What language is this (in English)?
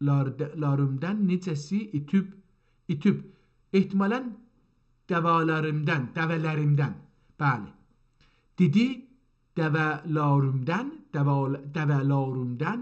South Azerbaijani